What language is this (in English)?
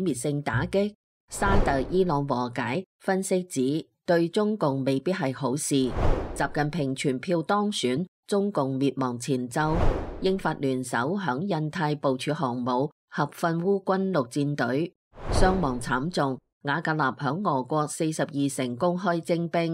Cantonese